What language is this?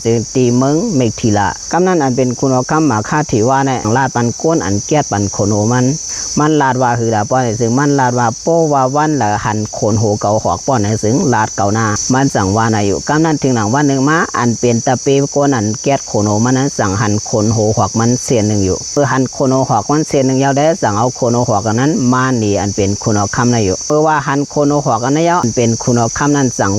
Shan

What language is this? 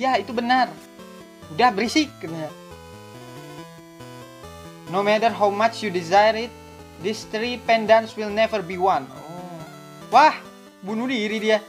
Indonesian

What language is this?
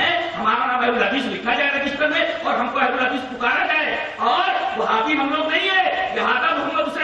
Urdu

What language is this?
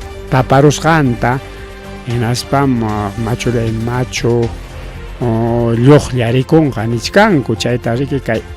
Ayacucho Quechua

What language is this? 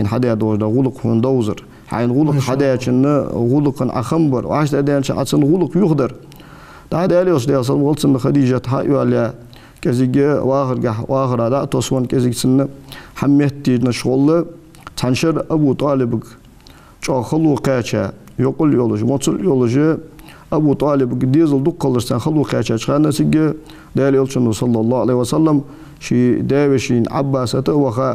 Ingush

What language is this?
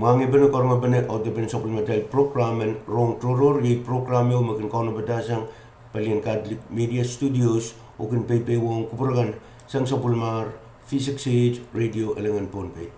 Pohnpeian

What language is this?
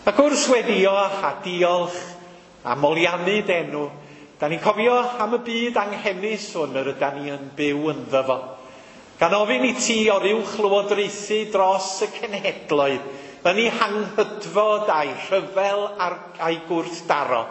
Welsh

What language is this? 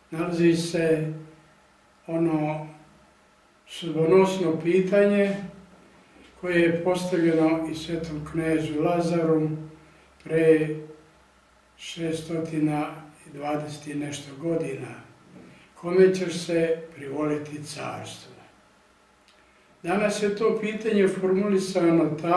Serbian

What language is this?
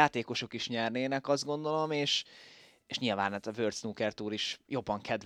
Hungarian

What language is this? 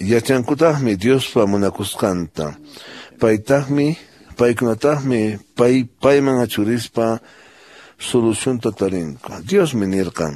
Quechua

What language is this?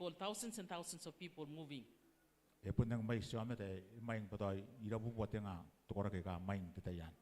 Gilbertese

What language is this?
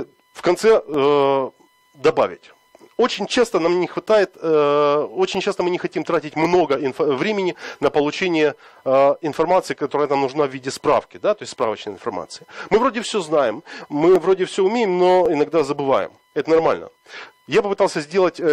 Russian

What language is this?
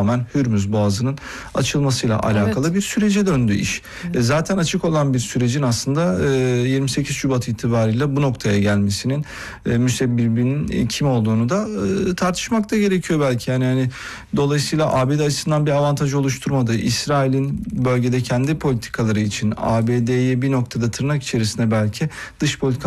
Turkish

